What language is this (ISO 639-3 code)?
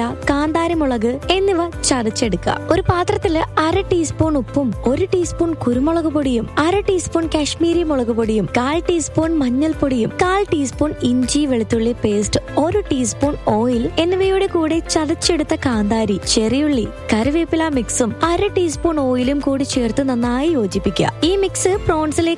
mal